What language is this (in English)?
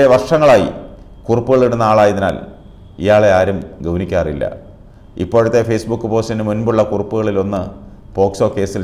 Malayalam